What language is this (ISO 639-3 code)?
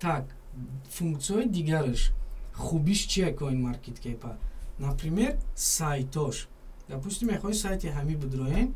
tgk